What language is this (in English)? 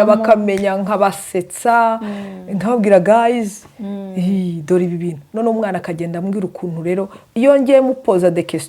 Kinyarwanda